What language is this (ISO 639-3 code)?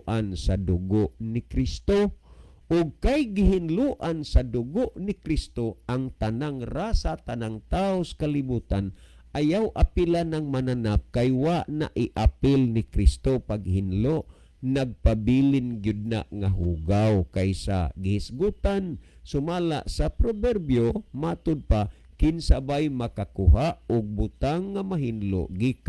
ceb